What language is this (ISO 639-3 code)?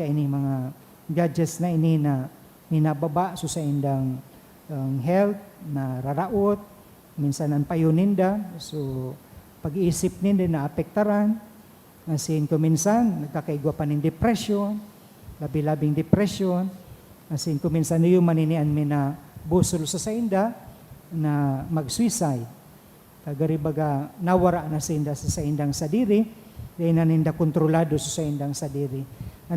bik